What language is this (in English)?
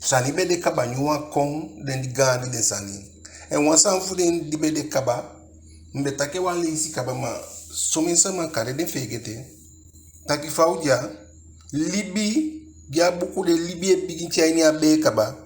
Eastern Maroon Creole